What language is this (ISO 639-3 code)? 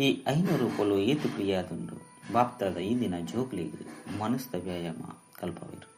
tcy